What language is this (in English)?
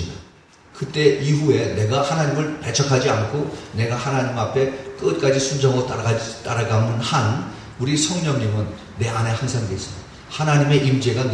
Korean